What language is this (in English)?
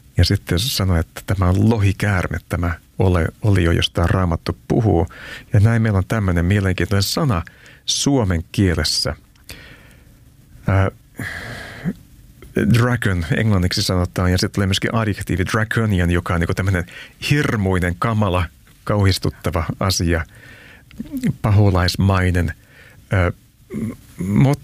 Finnish